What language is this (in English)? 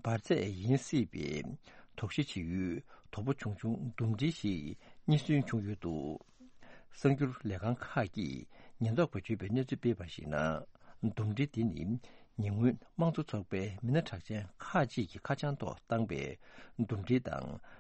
Tibetan